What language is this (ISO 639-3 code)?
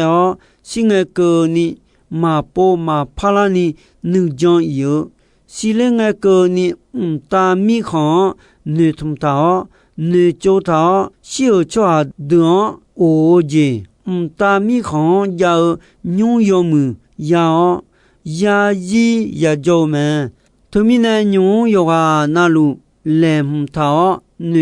ahk